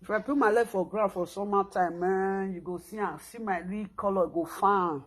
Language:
Nigerian Pidgin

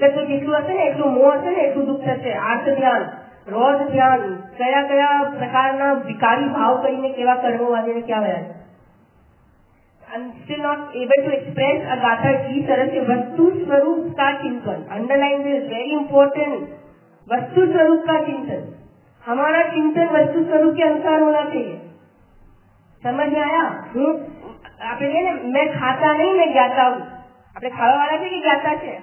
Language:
Gujarati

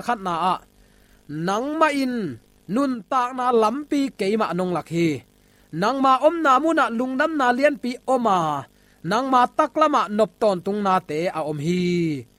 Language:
Tedim Chin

